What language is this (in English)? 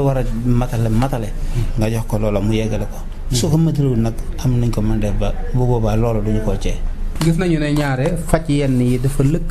Wolof